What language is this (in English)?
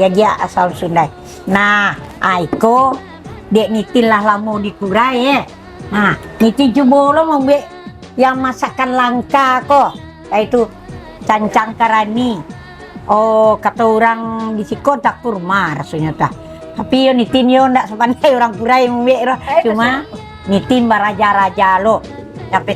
Minangkabau